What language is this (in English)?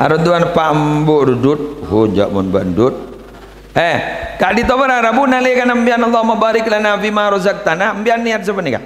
Madurese